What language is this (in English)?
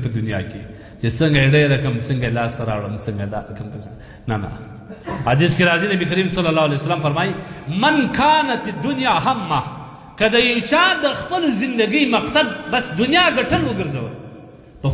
Pashto